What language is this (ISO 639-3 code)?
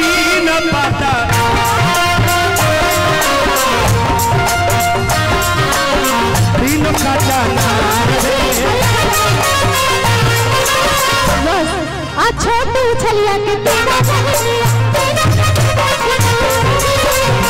bho